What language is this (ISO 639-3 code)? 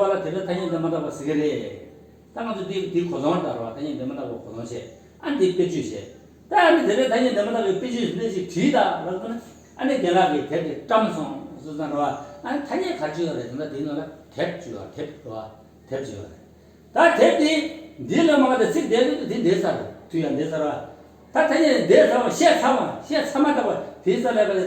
bod